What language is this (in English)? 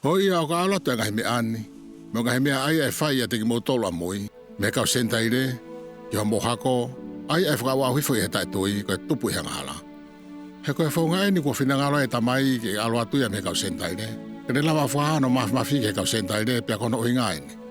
Tongan